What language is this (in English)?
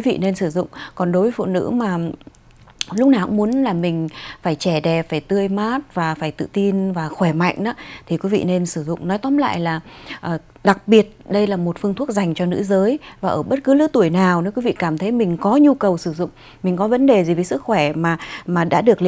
Vietnamese